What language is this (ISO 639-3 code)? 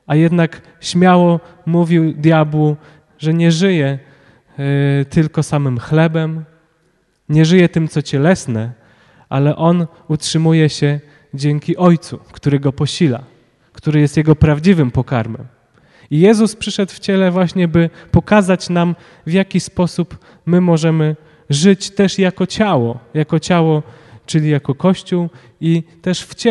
pol